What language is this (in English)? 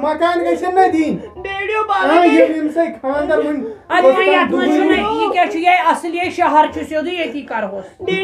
Kashmiri